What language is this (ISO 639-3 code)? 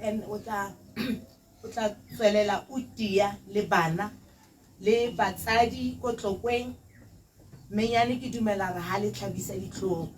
tsn